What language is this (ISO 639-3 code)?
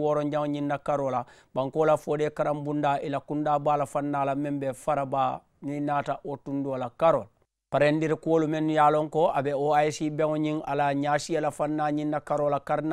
man